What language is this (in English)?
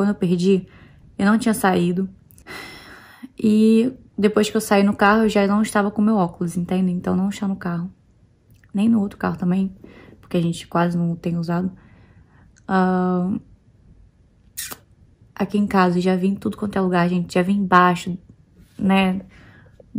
Portuguese